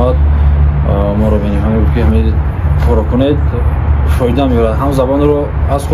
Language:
Tajik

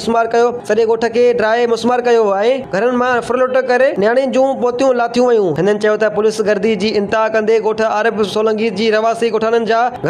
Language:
Sindhi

